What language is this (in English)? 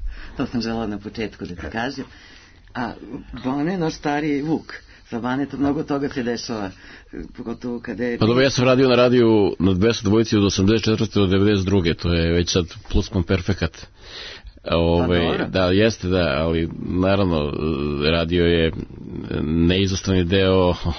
Serbian